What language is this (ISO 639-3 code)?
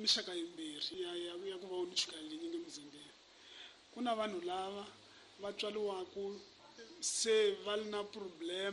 tso